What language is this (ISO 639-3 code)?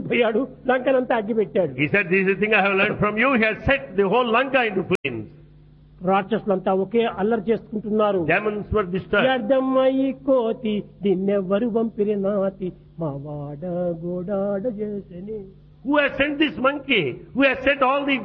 tel